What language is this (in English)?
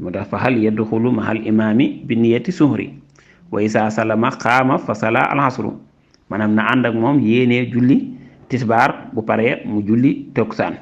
Wolof